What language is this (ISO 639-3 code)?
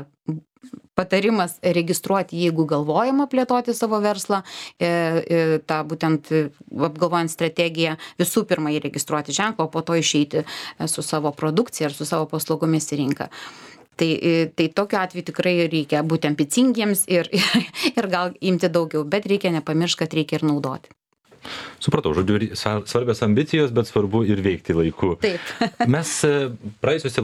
lit